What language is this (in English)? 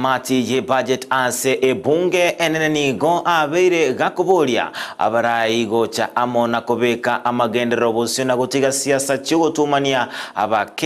Gusii